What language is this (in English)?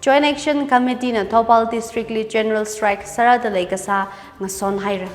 Tangkhul Naga (India)